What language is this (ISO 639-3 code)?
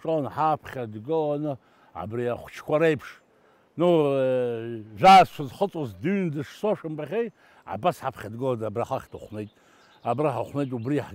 abk